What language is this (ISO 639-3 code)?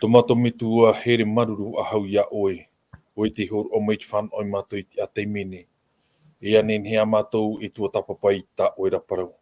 tah